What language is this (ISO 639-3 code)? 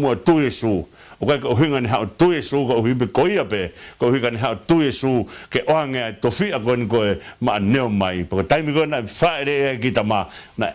ton